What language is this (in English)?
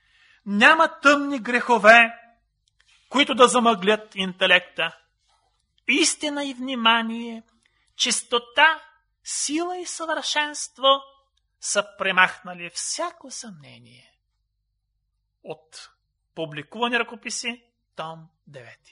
Bulgarian